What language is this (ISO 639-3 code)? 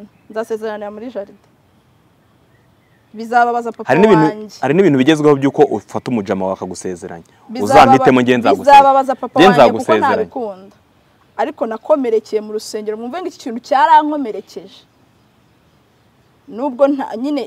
kin